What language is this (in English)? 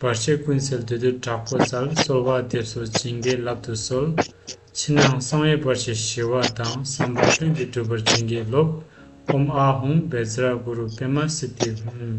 Tibetan